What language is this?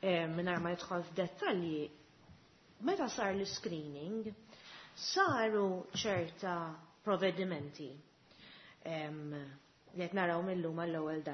Maltese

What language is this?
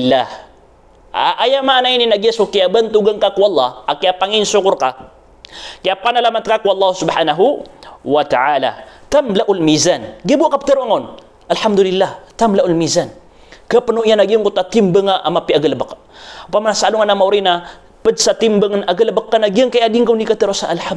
Maranao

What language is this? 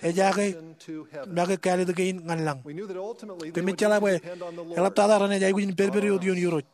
Marshallese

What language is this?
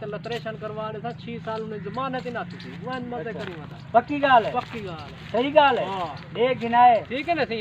Saraiki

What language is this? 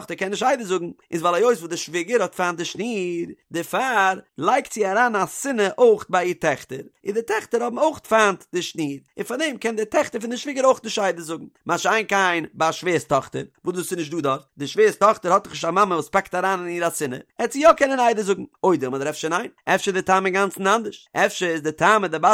Yiddish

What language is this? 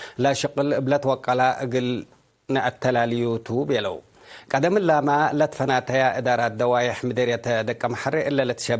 Tigre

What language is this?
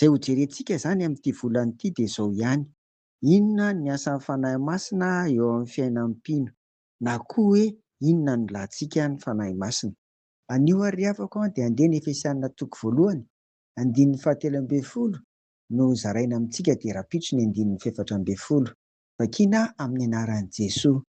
Malagasy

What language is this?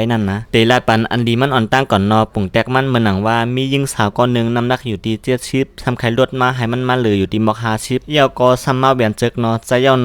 Shan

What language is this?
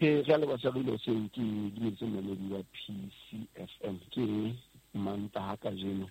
Southern Sotho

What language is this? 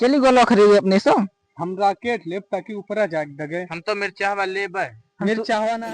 Awadhi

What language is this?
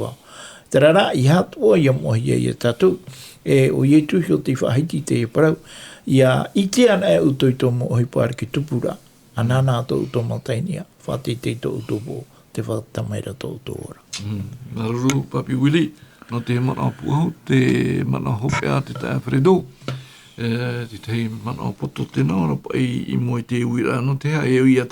Tahitian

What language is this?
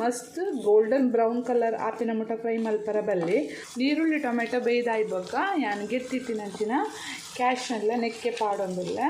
Tulu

